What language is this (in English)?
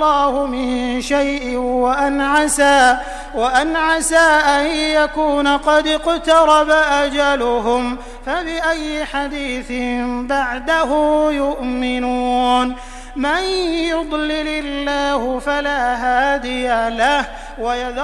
Arabic